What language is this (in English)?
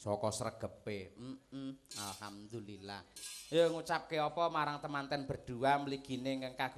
Javanese